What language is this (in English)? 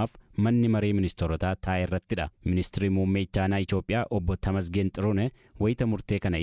Oromo